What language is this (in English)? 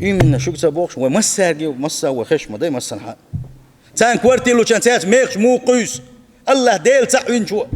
Chechen